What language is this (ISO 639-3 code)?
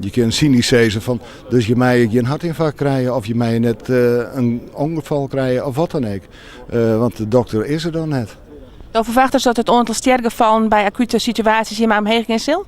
fry